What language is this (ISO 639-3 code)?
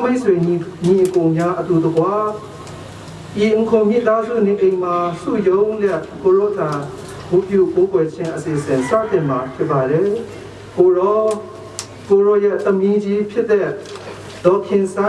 kac